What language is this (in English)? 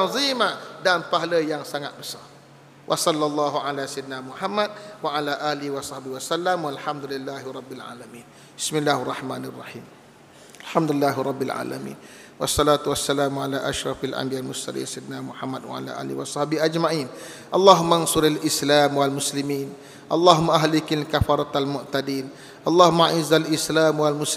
Malay